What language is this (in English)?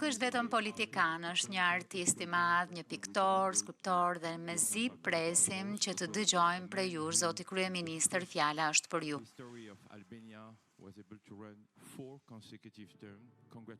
Albanian